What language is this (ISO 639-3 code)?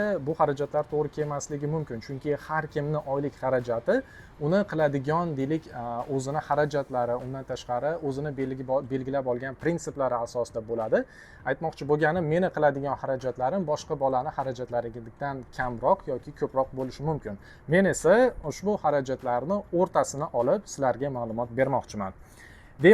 uzb